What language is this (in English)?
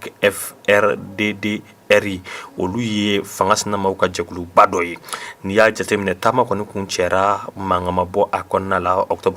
Bambara